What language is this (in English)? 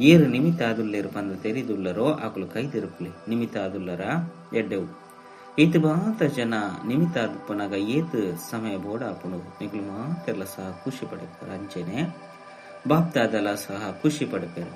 Tulu